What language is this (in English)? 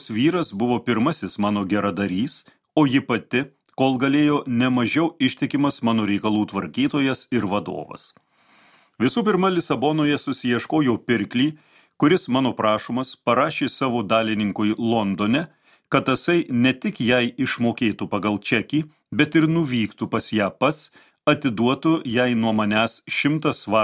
Lithuanian